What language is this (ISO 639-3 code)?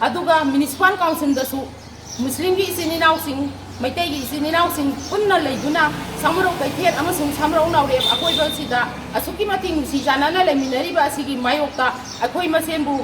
mni